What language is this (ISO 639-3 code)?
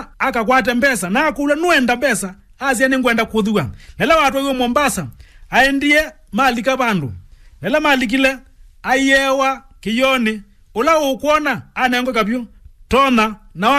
kam